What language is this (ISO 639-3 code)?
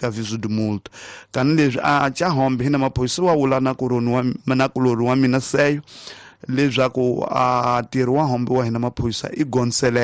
tso